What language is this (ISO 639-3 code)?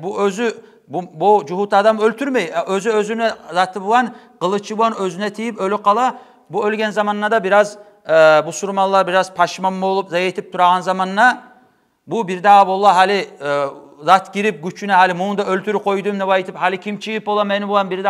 kum